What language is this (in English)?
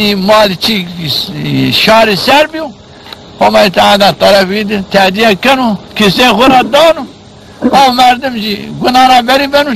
Zaza